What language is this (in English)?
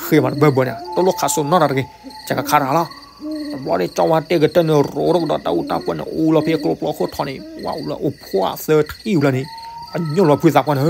S'gaw Karen